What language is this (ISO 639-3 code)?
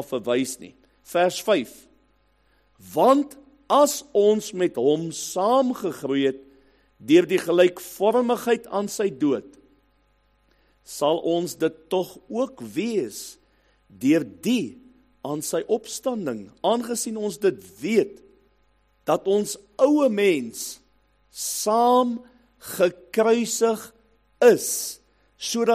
afr